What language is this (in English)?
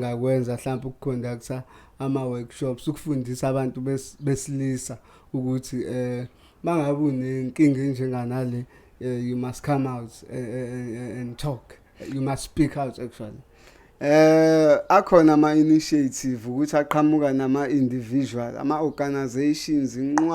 Zulu